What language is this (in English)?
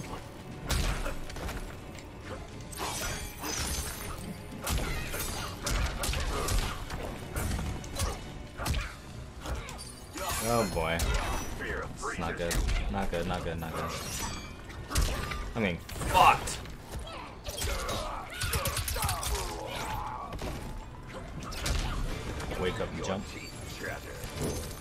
English